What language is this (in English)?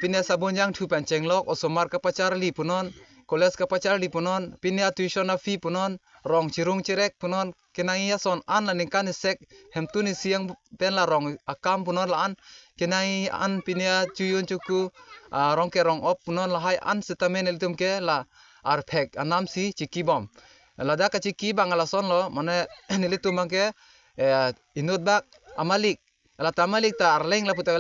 Karbi